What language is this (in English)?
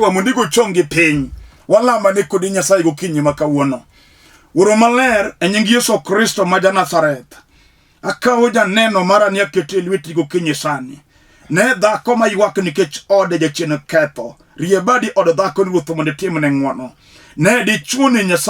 Luo (Kenya and Tanzania)